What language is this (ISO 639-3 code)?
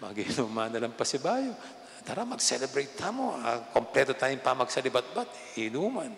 pam